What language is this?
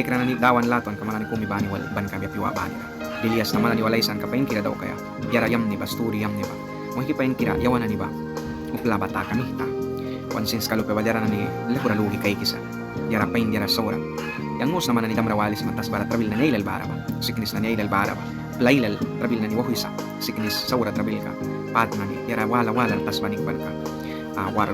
Mískito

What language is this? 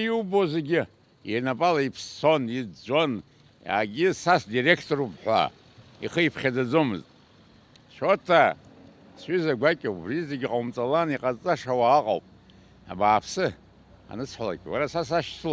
Abkhazian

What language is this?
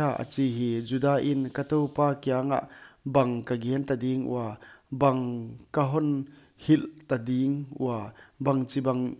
Paite Chin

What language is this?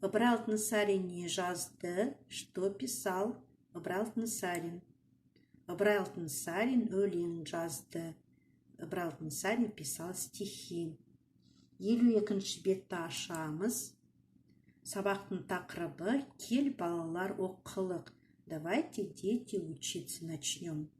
Kazakh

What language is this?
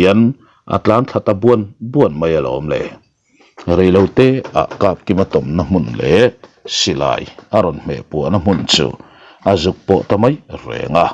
Mizo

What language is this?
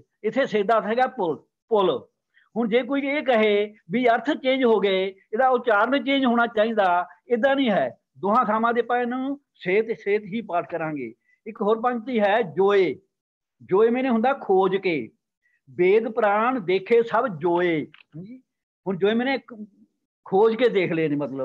Punjabi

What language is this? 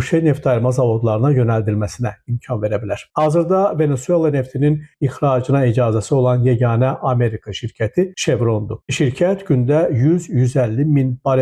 Azerbaijani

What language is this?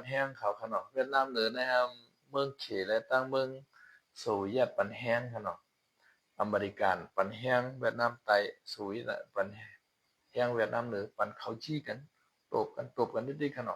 Shan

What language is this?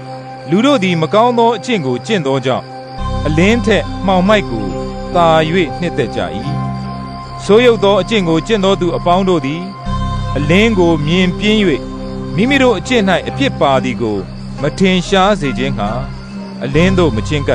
Burmese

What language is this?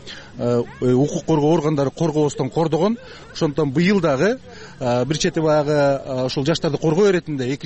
Kyrgyz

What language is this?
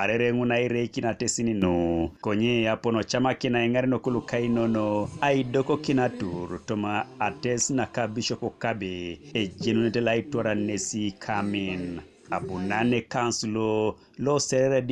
Teso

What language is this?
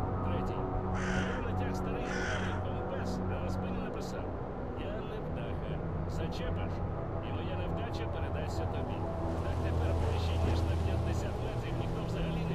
Ukrainian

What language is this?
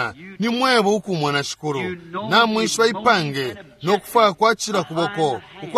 Bemba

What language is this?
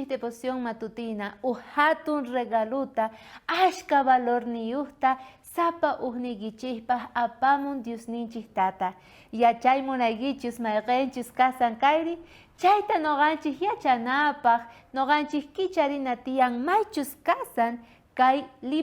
South Bolivian Quechua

